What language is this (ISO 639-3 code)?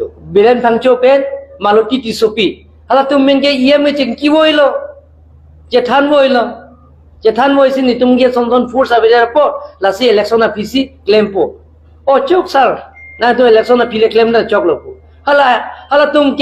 mjw